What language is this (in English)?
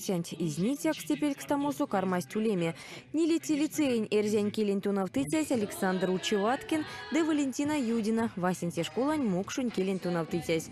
Erzya